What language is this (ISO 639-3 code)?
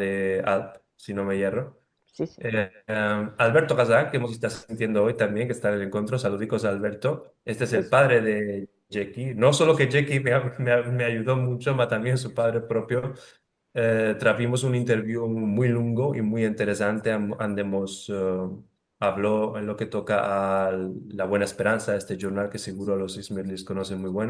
lad